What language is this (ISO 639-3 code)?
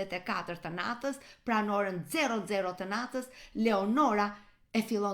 sqi